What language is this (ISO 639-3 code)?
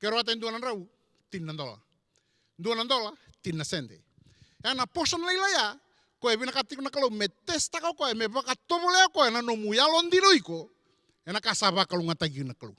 fij